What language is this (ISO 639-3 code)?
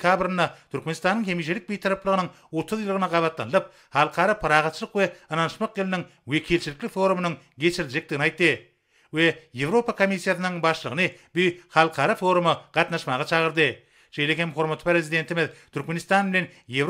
tuk